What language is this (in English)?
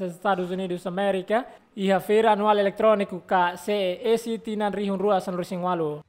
Tetum